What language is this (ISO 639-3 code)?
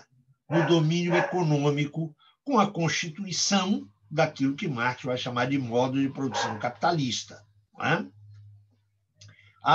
por